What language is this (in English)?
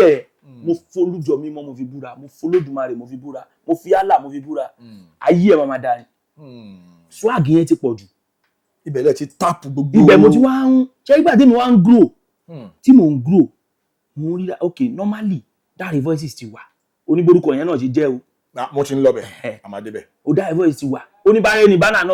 Yoruba